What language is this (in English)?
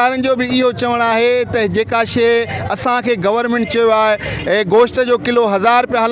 Sindhi